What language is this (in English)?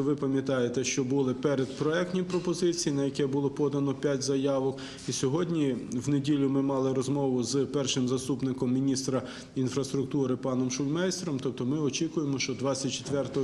Ukrainian